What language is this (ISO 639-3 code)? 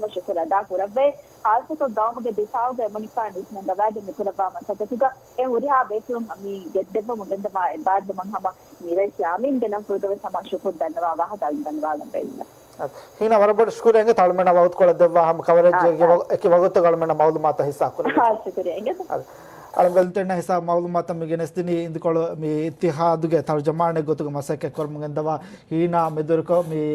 div